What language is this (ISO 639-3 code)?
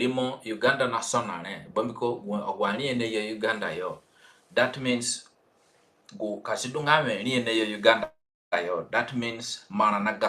zne